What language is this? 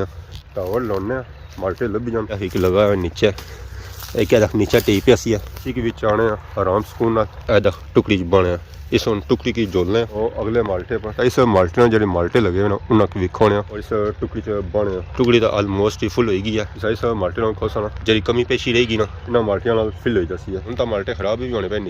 Pahari-Potwari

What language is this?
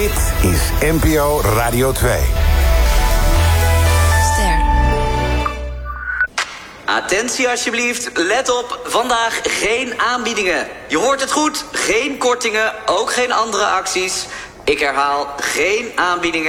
Dutch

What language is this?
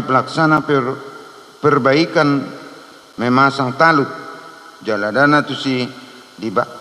Batak Toba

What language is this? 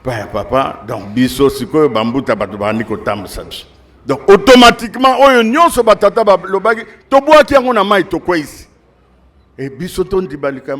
Lingala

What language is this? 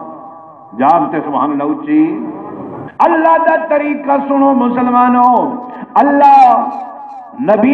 Saraiki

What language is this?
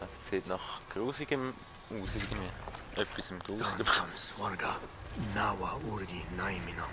Swiss German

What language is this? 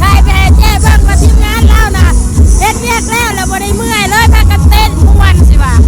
Lao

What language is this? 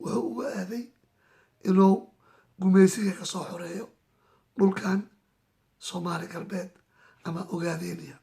Somali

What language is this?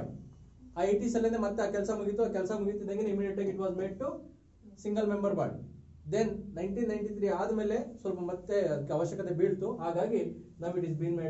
Kannada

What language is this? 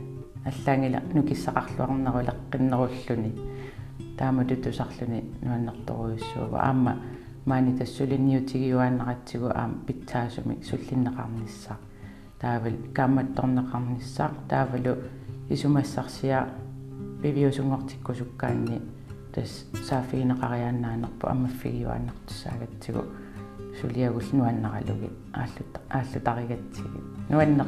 Kalaallisut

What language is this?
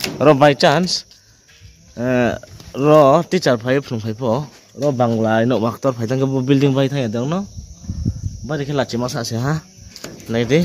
Riang (India)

